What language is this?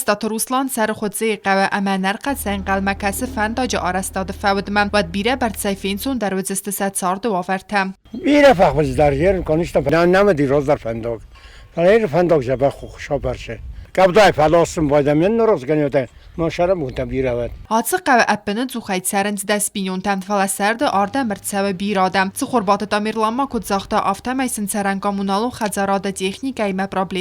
Ossetic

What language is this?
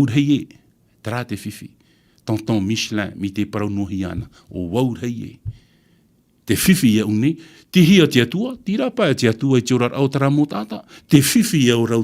Tahitian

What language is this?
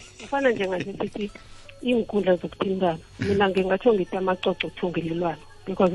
South Ndebele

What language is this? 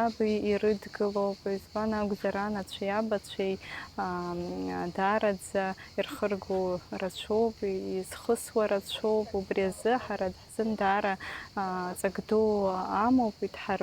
Abkhazian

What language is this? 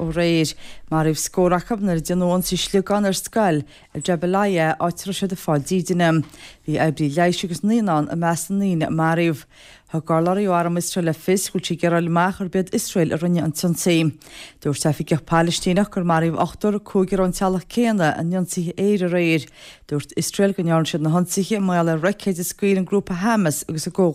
Irish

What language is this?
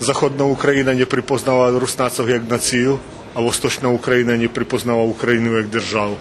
Rusyn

